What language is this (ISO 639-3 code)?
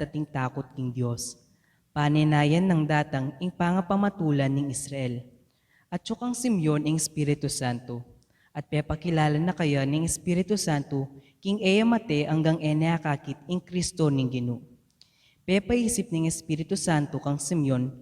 pam